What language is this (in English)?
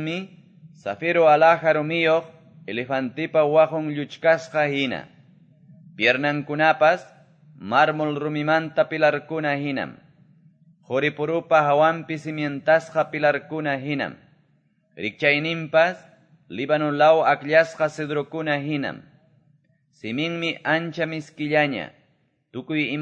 Quechua